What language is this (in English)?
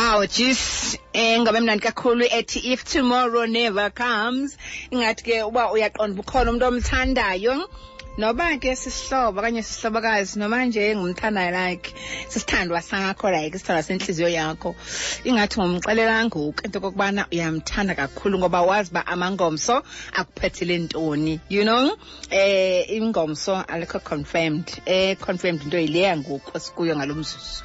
Xhosa